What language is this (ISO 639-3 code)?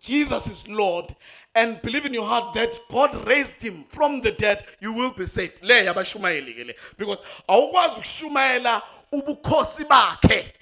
zul